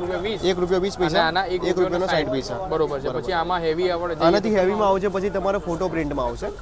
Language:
Gujarati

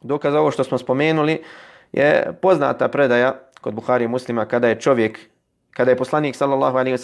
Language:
Bosnian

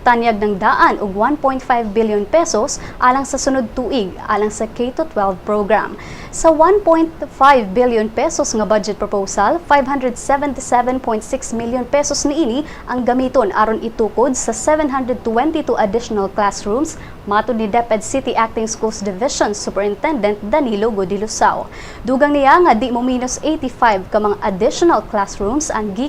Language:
Cebuano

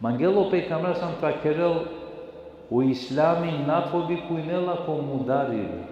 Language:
Balkan Romani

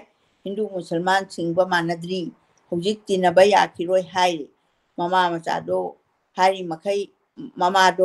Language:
Manipuri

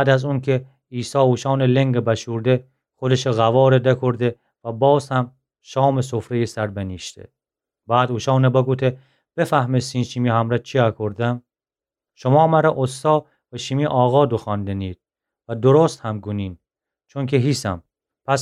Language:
Gilaki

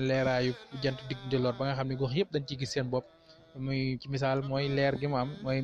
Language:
Wolof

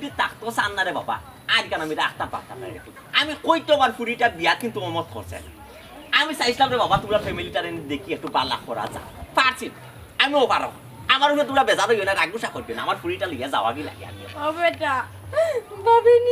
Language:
Sylheti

